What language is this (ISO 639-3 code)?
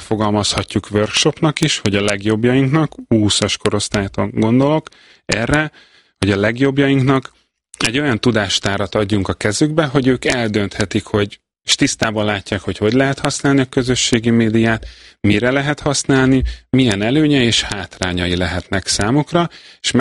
hun